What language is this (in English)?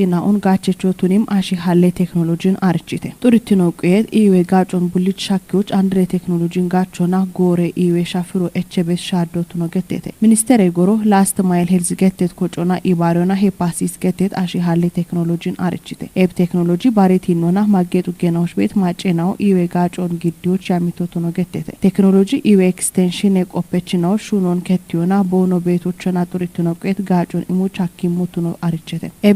Kafa